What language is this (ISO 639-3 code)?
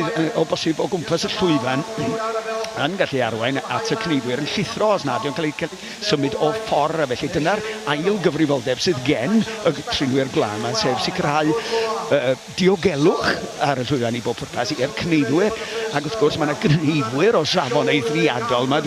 cym